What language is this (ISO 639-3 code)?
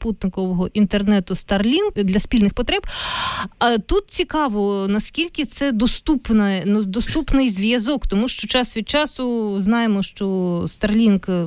ukr